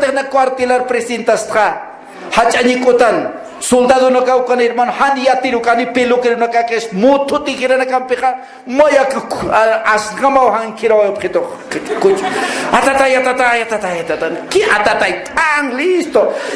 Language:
Aymara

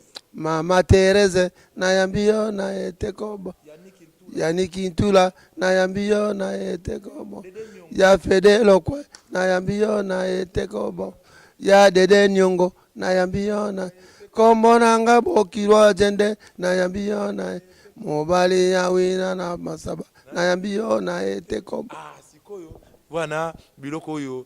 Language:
Lingala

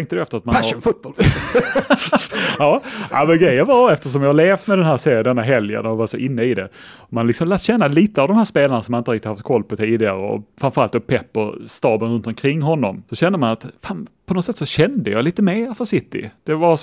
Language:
Swedish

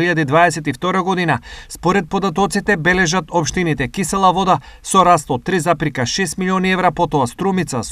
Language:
Macedonian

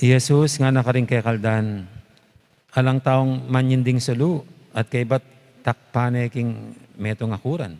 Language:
Pampanga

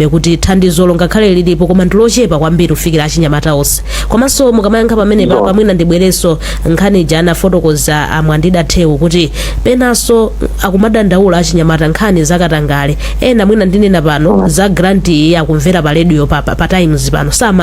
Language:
Nyanja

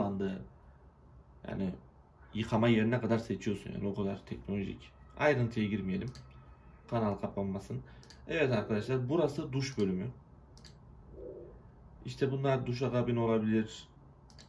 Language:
Turkish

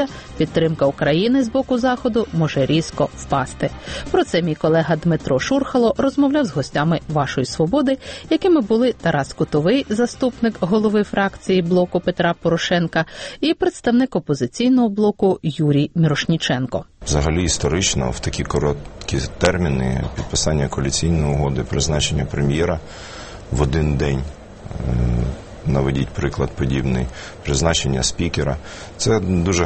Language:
Ukrainian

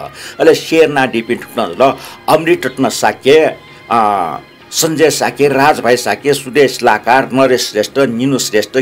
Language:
Newari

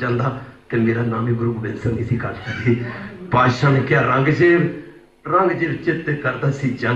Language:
Punjabi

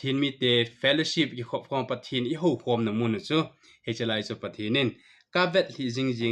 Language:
Thado Chin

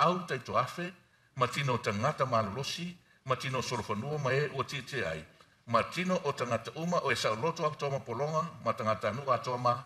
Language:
Samoan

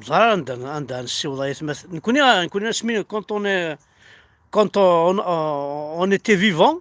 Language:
Kabyle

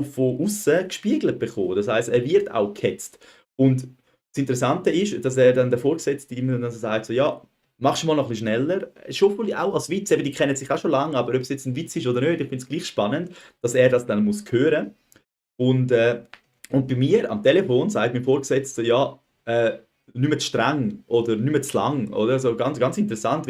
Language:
Swiss German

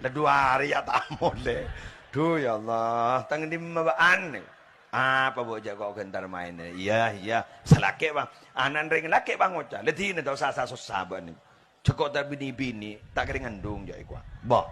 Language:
Madurese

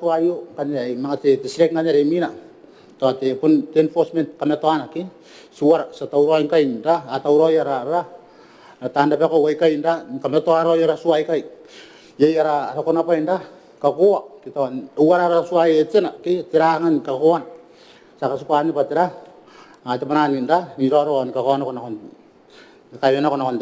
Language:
Gilbertese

